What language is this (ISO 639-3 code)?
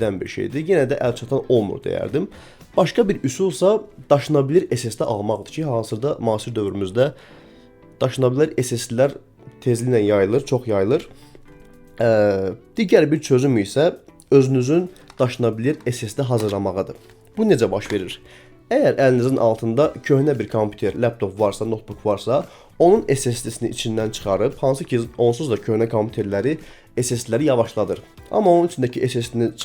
aze